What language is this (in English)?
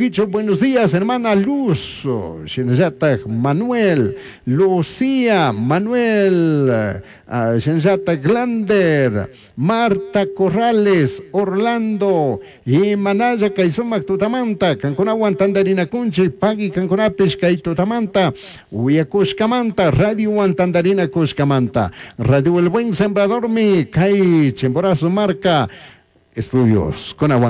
Chimborazo Highland Quichua